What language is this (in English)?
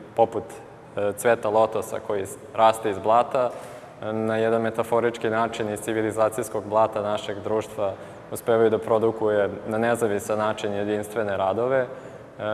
Serbian